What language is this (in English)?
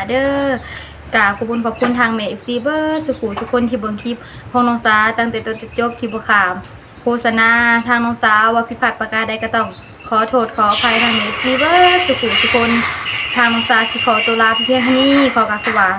Northeastern Thai